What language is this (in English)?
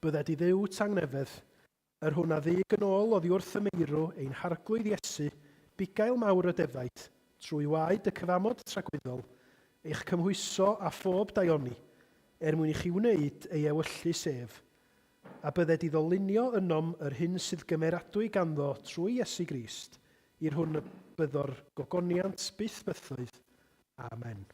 Welsh